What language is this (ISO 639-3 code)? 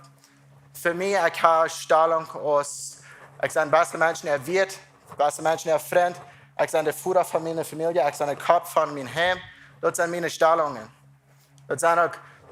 pdt